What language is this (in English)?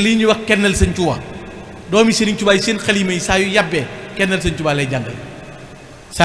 Wolof